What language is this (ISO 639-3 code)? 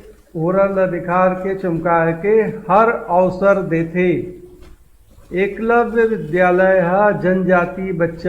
hne